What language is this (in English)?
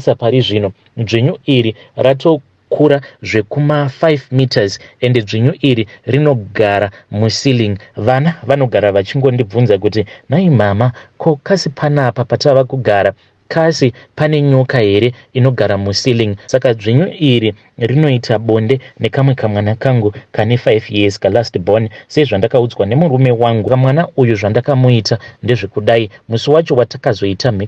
Shona